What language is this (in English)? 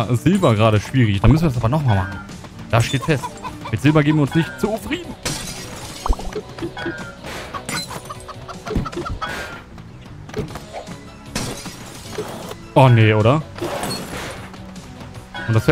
German